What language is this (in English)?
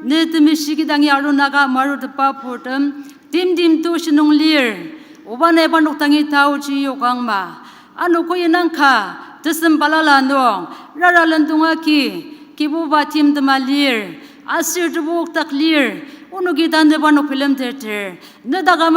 Ao Naga